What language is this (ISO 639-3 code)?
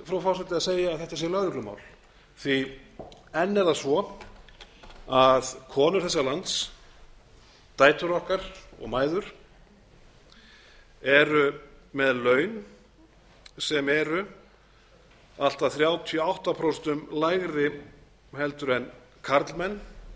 isl